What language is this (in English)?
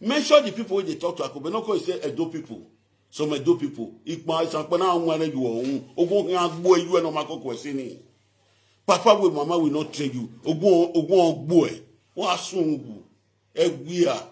Nigerian Pidgin